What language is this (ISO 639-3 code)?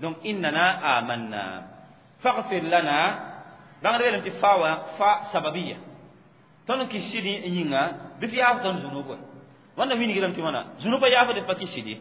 mos